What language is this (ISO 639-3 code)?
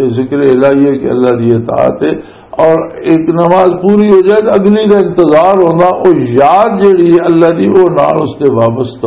lah